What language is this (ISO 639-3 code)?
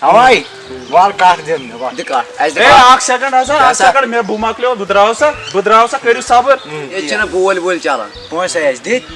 kas